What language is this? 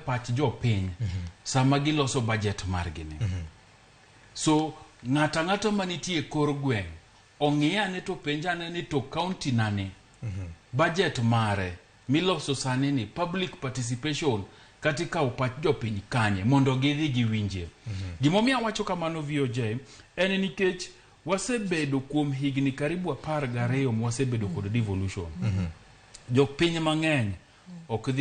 Luo (Kenya and Tanzania)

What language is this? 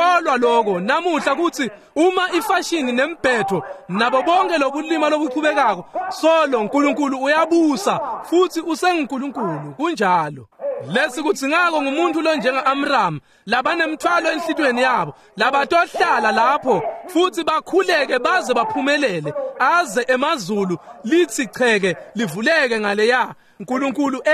Swati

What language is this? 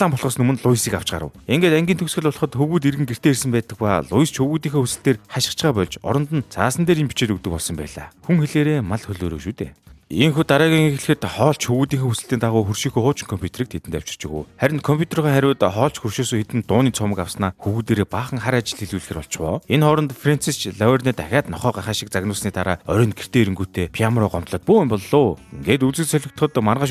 Mongolian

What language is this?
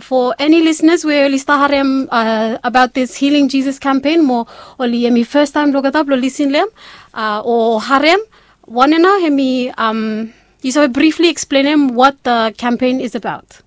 Bislama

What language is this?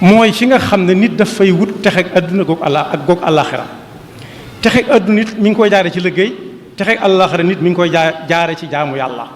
Wolof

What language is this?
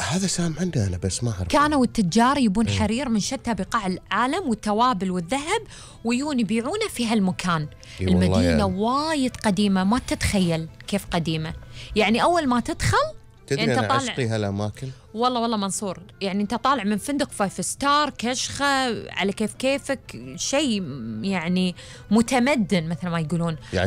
Gulf Arabic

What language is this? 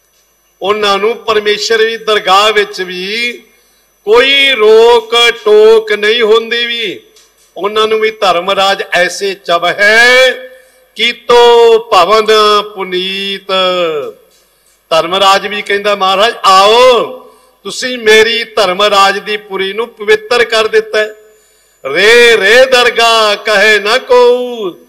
Punjabi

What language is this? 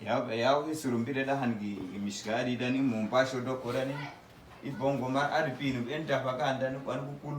Uduk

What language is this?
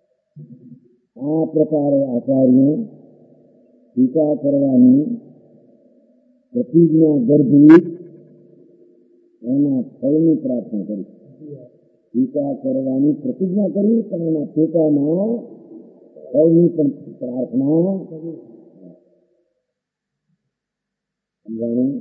Gujarati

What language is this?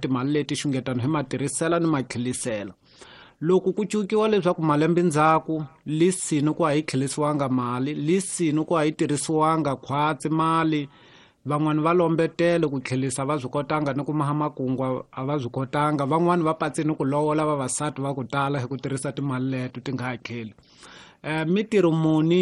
Tsonga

